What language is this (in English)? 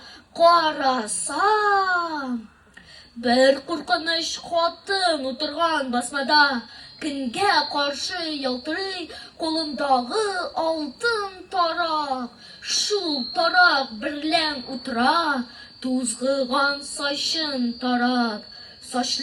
Tatar